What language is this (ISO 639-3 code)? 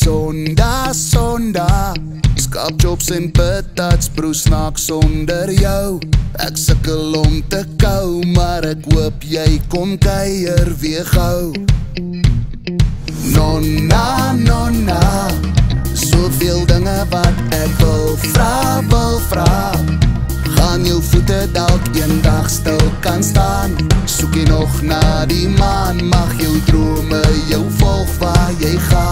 afr